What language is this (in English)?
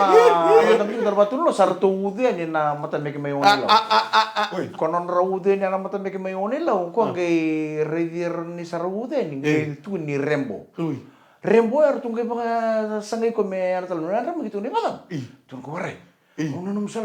Fijian